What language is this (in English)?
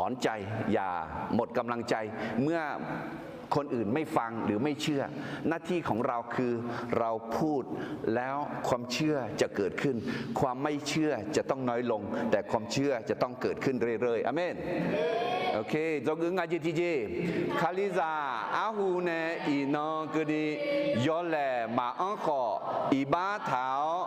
Akha